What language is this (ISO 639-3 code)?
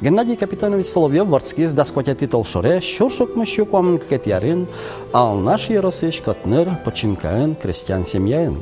udm